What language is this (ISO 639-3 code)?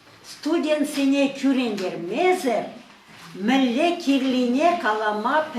chv